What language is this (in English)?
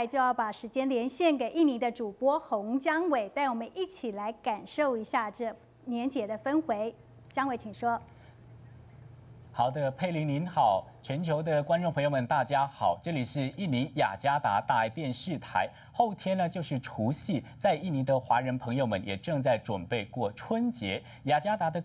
Chinese